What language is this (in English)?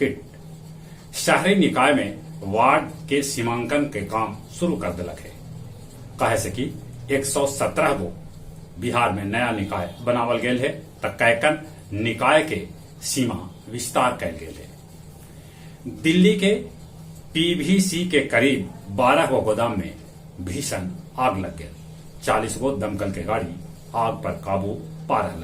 Magahi